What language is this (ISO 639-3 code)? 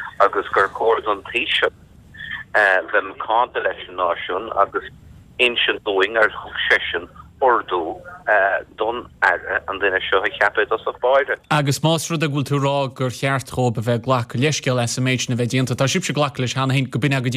gle